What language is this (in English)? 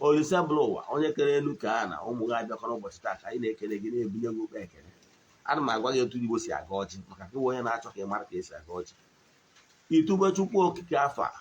Igbo